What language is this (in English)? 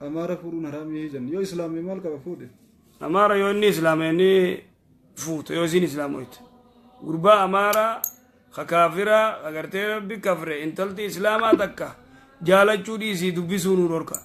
Oromo